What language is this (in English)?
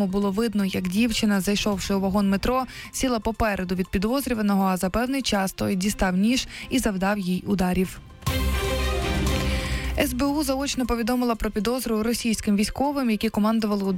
Ukrainian